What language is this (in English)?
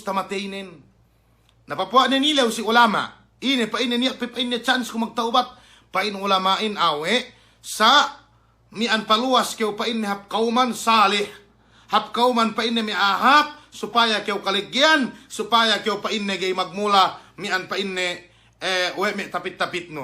Yakan